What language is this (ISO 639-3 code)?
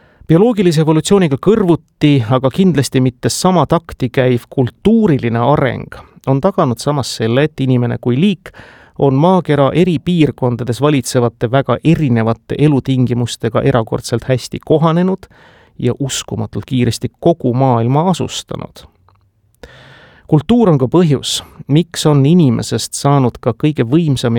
est